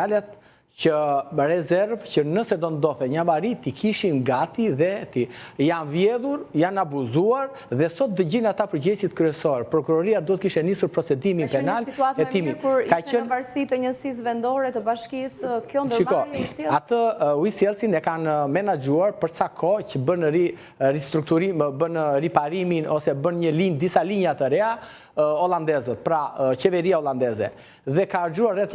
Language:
Albanian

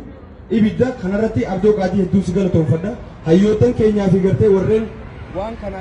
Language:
Oromo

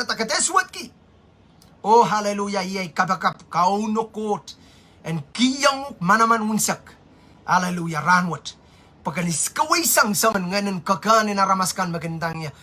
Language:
Pohnpeian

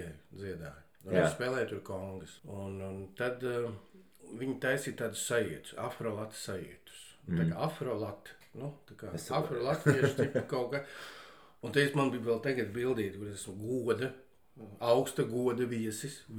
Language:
Latvian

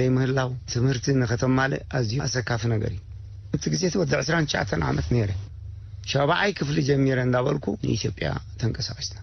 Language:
Tigrinya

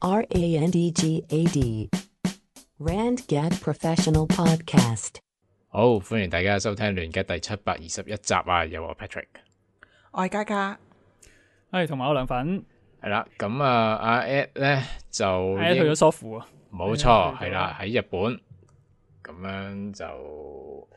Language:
Cantonese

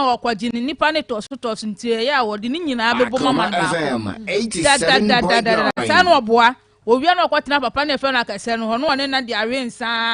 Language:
Akan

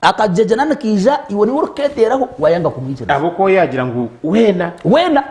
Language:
Nyankole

